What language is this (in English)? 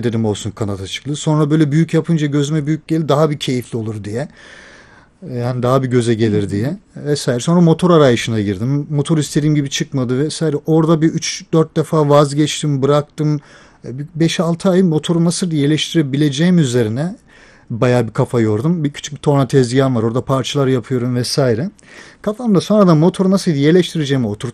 Turkish